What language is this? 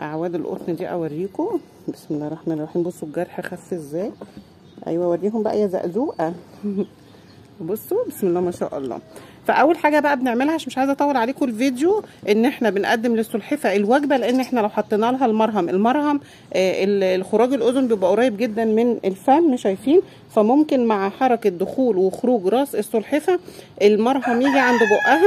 Egyptian Arabic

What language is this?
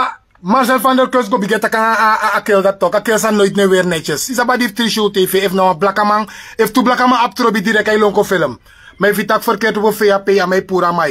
Sranan Tongo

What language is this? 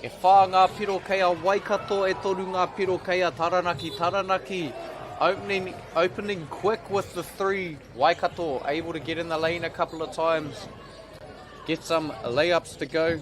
Māori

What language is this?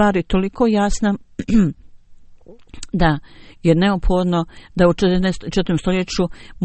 Bosnian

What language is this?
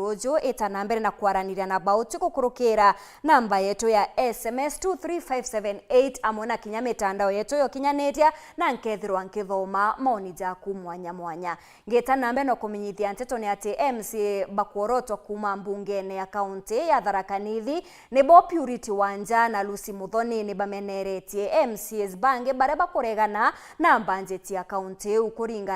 Meru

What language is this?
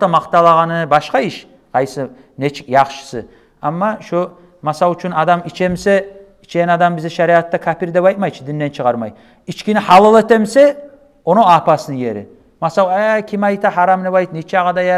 Kumyk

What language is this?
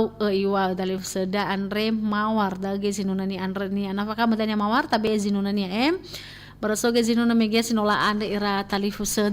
Nias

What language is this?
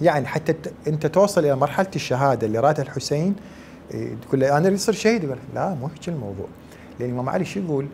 Mesopotamian Arabic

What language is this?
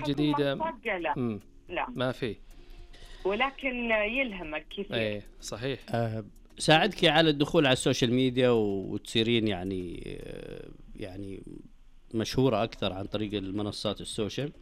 Najdi Arabic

